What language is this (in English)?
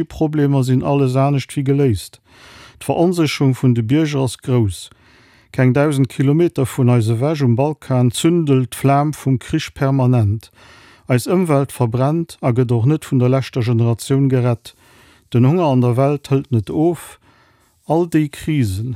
Luxembourgish